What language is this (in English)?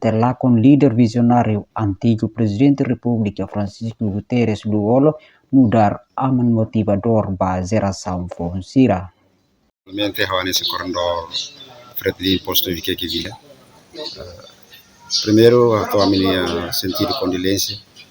Tetum